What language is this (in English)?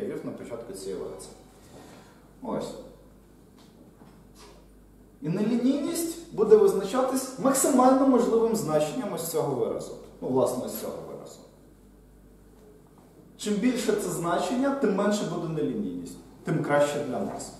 Ukrainian